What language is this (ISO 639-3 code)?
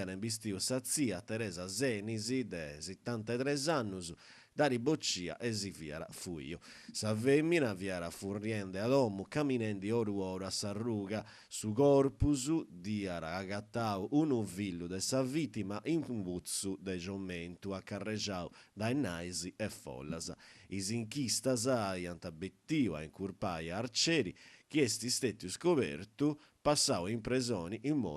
srd